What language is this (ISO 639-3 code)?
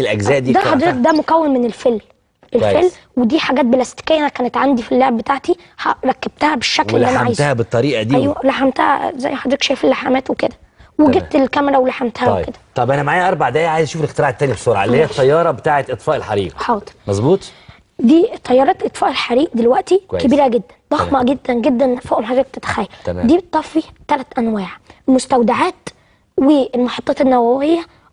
arz